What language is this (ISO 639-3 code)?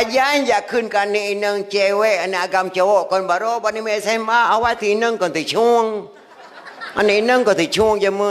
ace